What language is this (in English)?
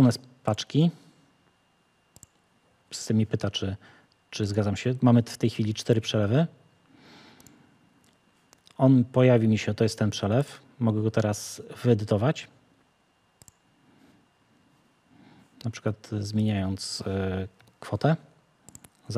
Polish